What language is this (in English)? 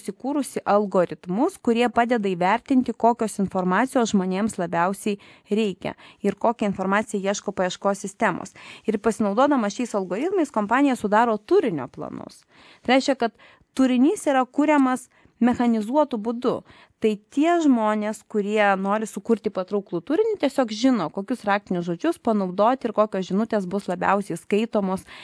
Lithuanian